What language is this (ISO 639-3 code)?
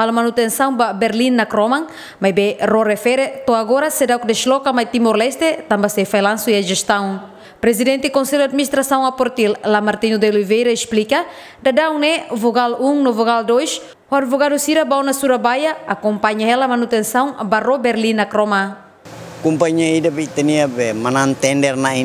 tet